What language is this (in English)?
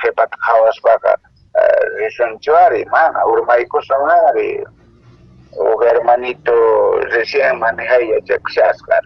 Quechua